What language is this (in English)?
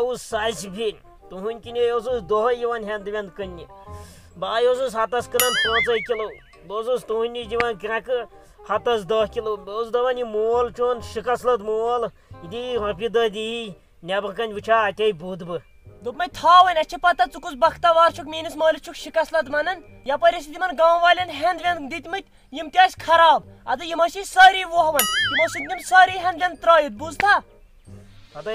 Kashmiri